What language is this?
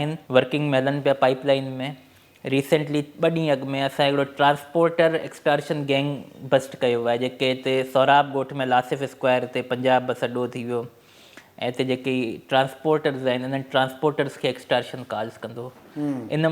Sindhi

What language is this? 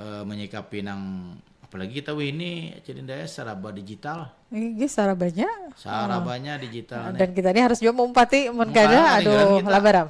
Banjar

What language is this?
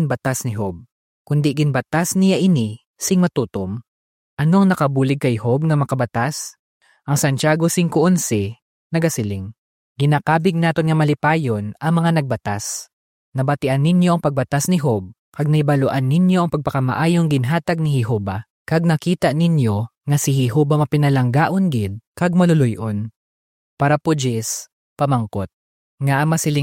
Hiligaynon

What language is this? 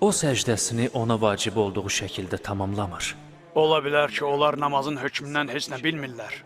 Azerbaijani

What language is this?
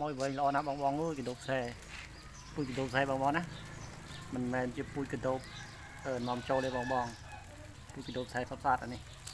Khmer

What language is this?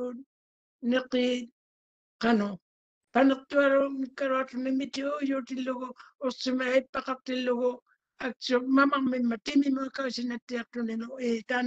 Māori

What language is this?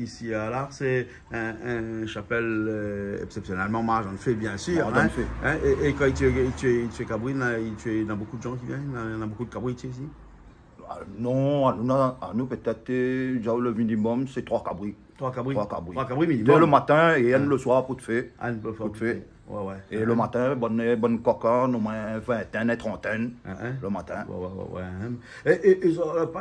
Réunion Creole French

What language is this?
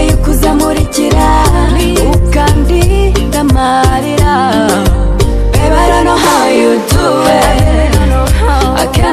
Kinyarwanda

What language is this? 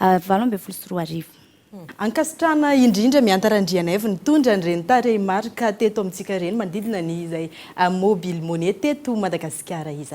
Malagasy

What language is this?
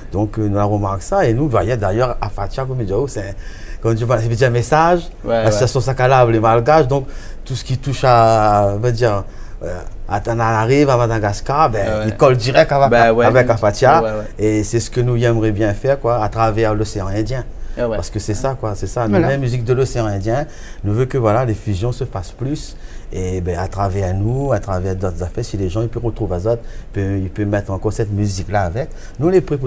Réunion Creole French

